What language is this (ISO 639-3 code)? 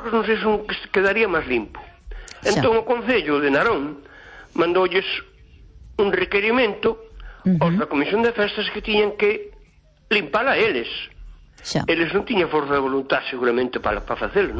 glg